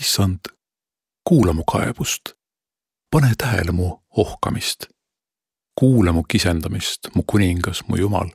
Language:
Estonian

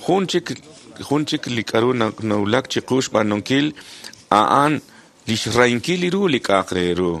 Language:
Kekchí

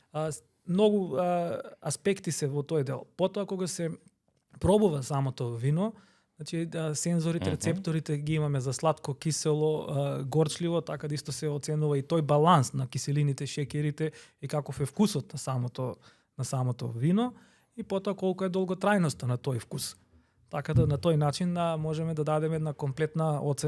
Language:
Macedonian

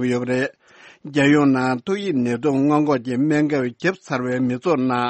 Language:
Tibetan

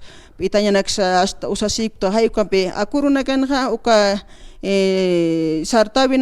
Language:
Aymara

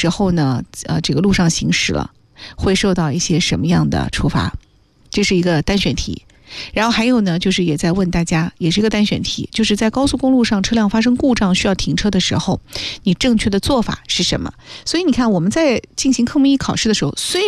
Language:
Chinese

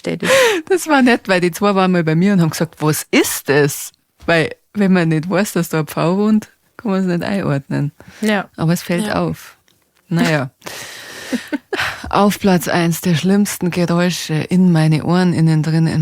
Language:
Bavarian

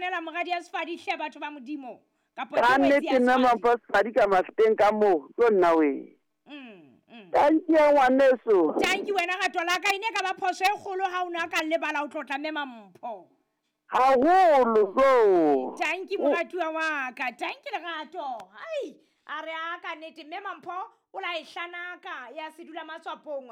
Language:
Southern Sotho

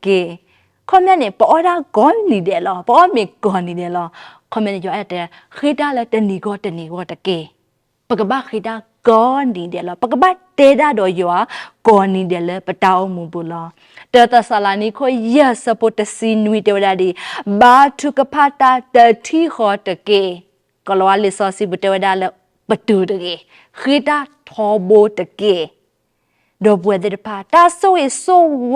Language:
S'gaw Karen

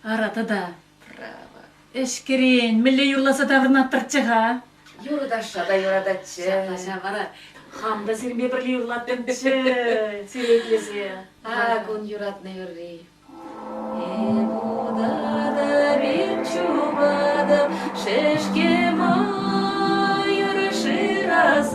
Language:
Chuvash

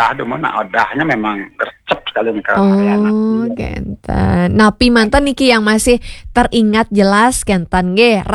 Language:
Balinese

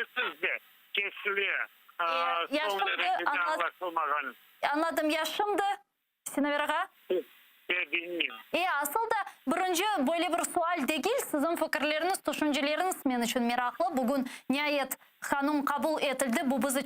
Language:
Crimean Tatar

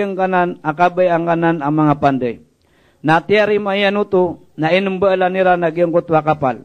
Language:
Maranao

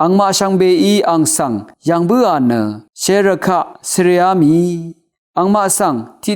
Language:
Rawang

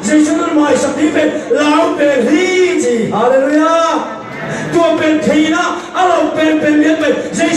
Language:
Tedim Chin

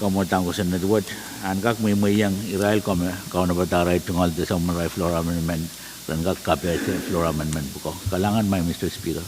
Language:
Pohnpeian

